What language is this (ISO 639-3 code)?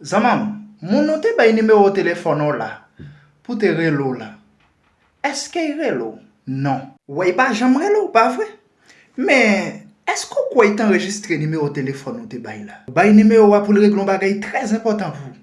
hat